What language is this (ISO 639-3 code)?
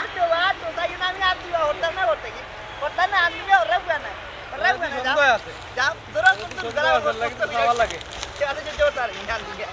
syl